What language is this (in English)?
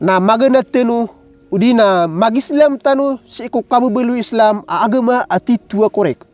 Maranao